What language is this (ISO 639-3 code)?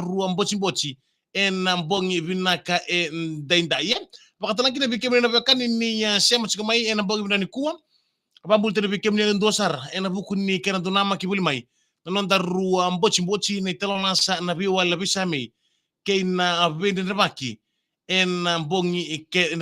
fij